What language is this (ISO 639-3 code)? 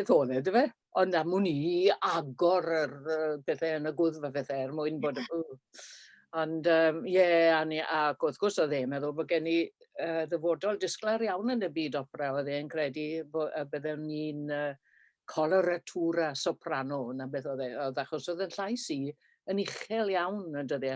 cym